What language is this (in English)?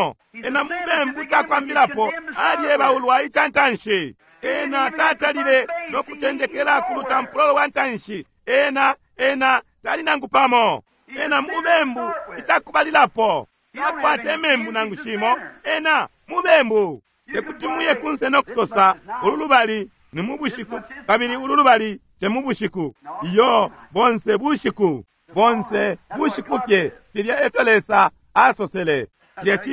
Bemba